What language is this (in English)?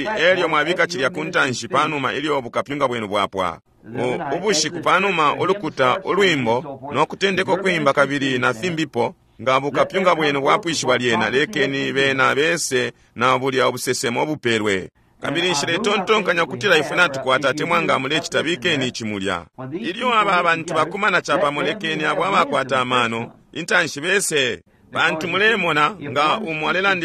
Bemba